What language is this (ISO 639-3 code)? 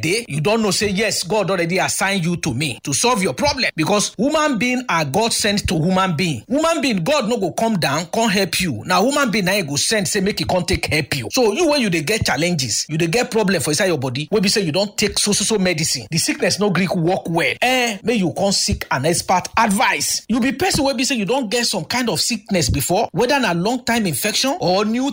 pcm